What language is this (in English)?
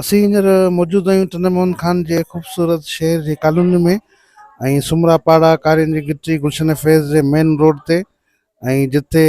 Sindhi